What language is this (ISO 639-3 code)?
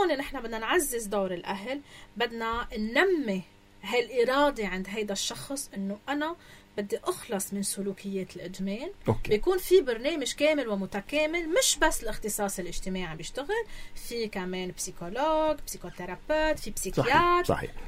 apc